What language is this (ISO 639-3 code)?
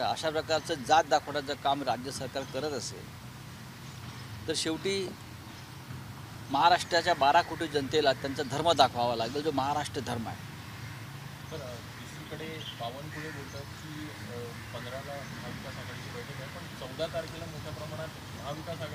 mar